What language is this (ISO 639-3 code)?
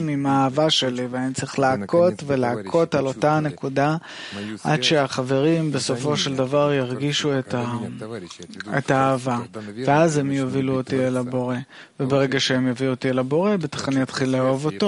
heb